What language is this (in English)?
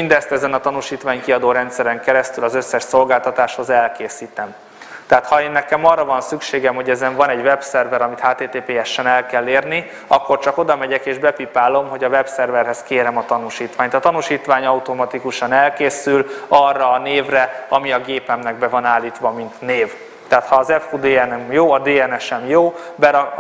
Hungarian